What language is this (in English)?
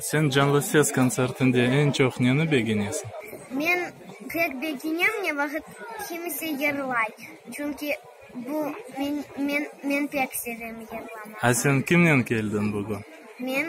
Crimean Tatar